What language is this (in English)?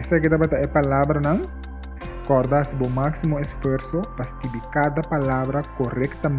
Papiamento